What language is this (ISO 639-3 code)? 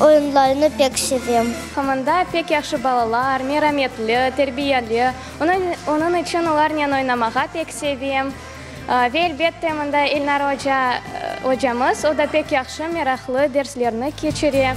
crh